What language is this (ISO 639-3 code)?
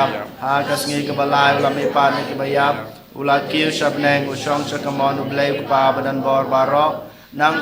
kha